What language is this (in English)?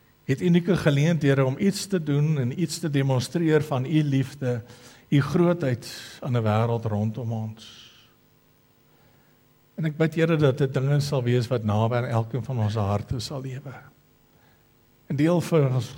Afrikaans